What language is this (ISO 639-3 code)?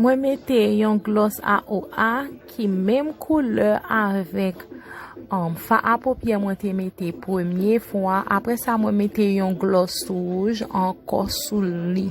hat